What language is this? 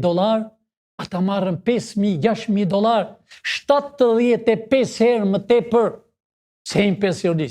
Albanian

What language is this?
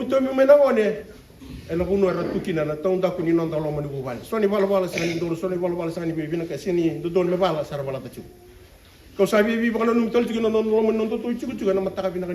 Fijian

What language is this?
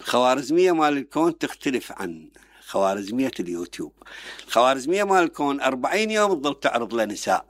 Mesopotamian Arabic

